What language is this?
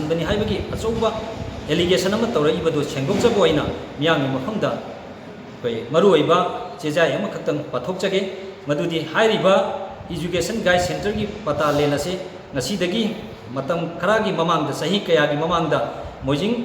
Manipuri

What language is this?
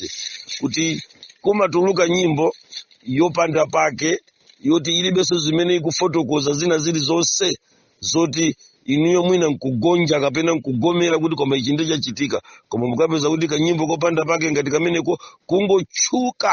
Nyanja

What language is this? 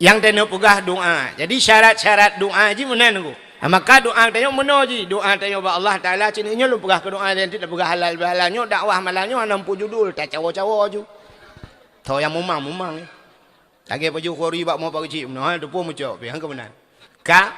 Achinese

